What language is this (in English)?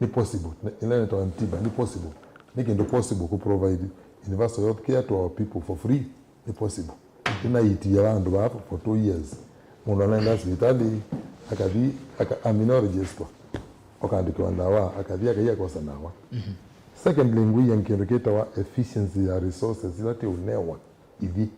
Kamba